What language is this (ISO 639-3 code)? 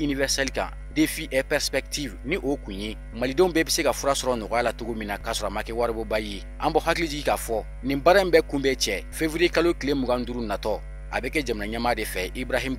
bam